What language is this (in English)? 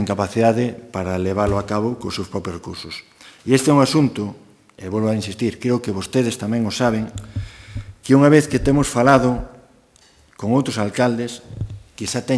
Galician